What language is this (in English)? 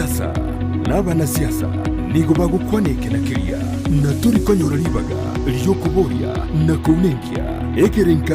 Gusii